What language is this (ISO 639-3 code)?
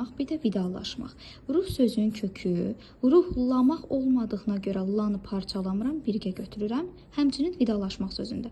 aze